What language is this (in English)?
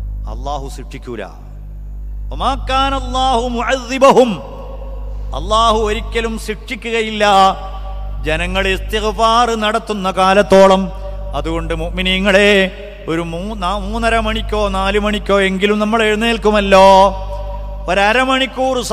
Malayalam